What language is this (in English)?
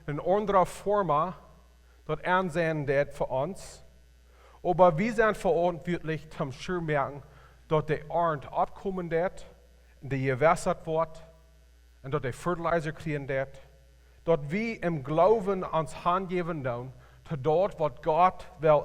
Plautdietsch